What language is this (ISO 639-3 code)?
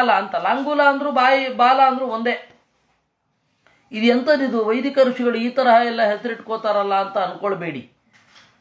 kan